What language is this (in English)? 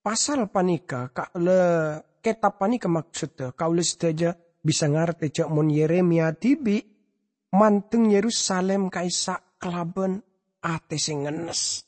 Madurese